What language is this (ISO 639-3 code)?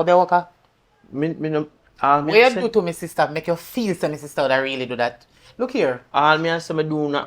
jam